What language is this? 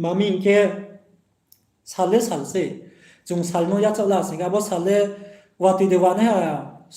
Riang (India)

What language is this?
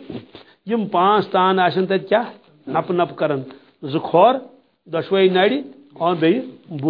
Kashmiri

